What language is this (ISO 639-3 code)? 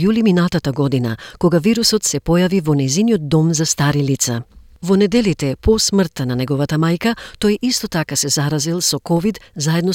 mkd